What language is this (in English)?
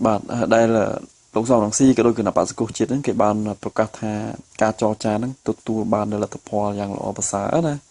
Khmer